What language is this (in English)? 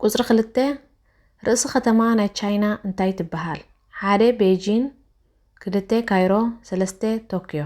Tigrinya